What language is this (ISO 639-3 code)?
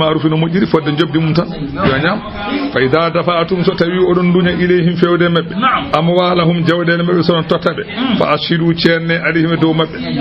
ful